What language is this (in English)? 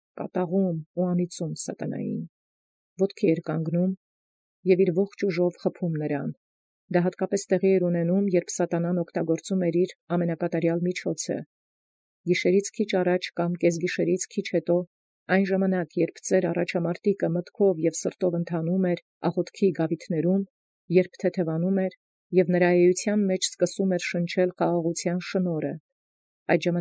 Armenian